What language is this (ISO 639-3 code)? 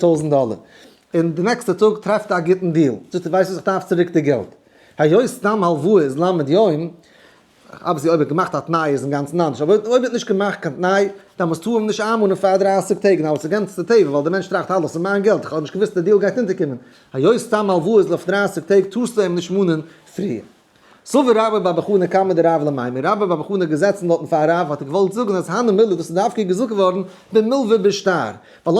yid